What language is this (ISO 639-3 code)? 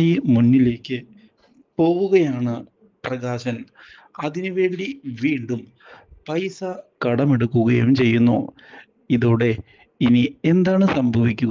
mal